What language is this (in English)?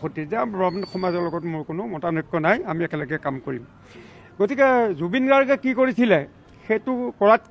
Assamese